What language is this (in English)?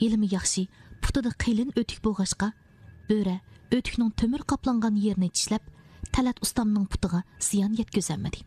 Uyghur